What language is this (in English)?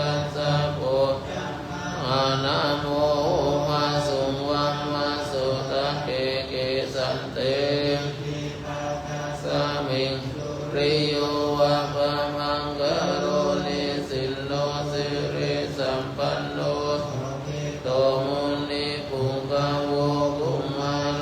Pali